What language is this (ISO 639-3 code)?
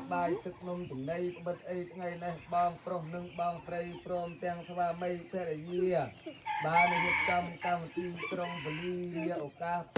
khm